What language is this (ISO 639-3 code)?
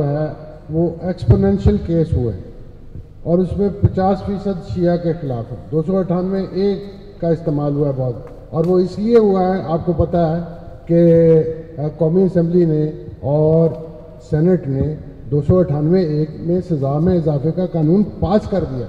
urd